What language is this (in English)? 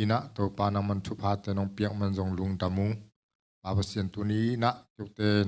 Tedim Chin